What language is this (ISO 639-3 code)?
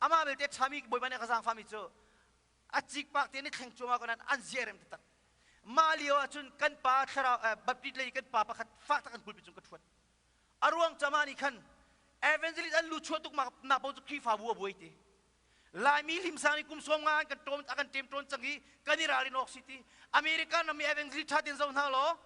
cnh